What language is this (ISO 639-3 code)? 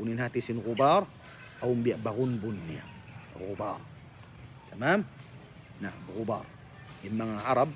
tsg